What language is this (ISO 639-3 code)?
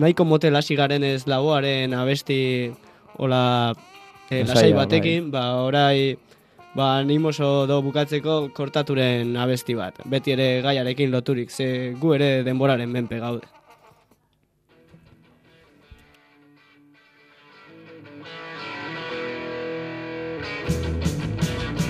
eus